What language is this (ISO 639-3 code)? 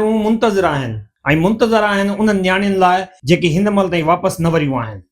snd